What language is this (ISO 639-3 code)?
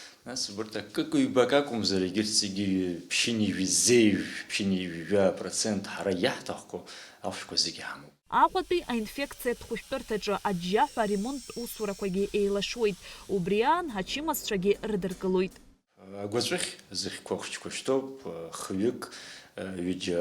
abk